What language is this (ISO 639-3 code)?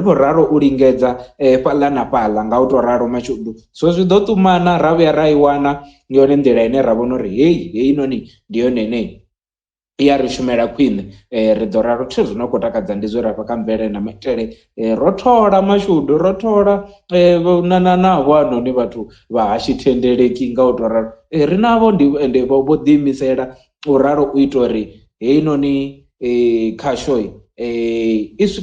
ven